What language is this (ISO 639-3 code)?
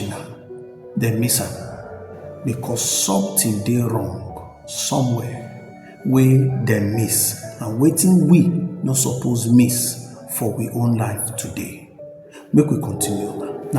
pcm